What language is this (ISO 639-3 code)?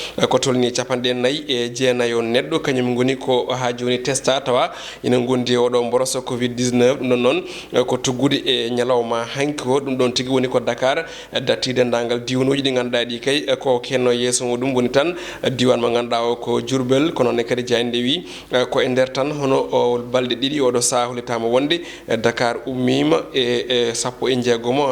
ful